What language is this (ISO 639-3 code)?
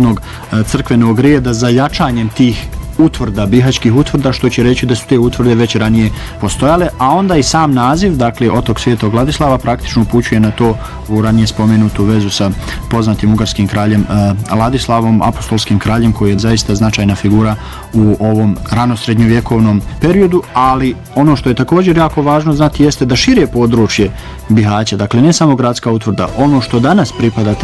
bos